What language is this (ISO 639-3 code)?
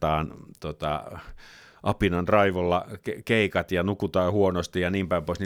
fin